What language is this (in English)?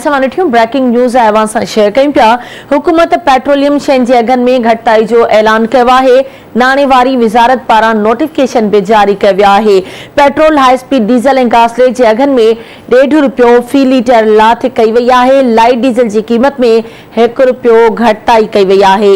Sindhi